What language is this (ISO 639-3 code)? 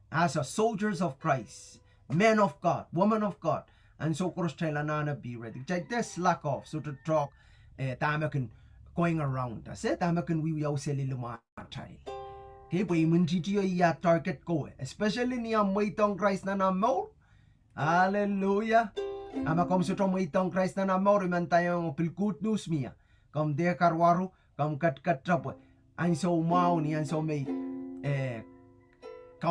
pon